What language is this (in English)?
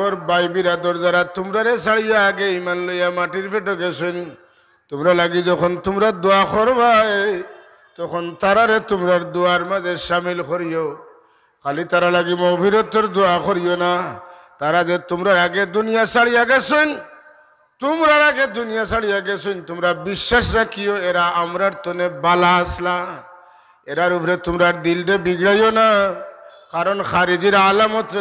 Sylheti